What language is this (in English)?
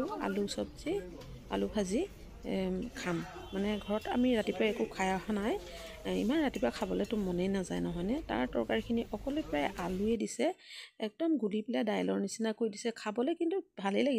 Assamese